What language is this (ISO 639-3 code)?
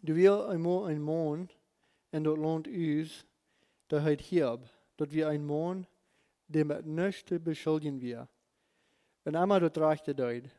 pdt